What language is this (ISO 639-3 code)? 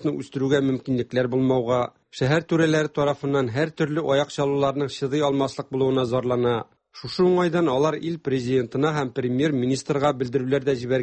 tat